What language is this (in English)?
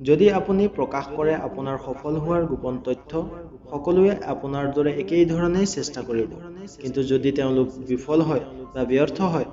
Assamese